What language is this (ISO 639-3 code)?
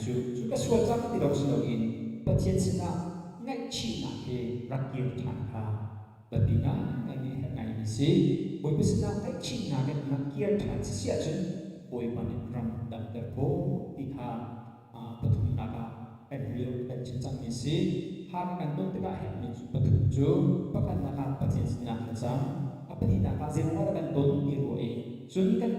cnh